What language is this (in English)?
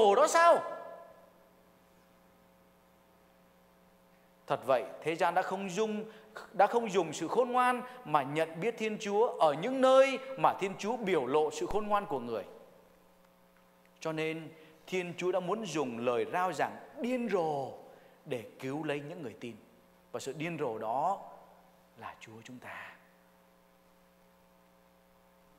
Vietnamese